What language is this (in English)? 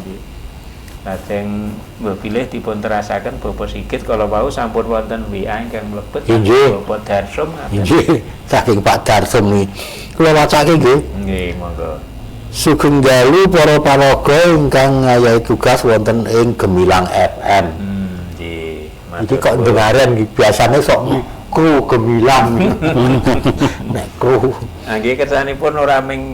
Javanese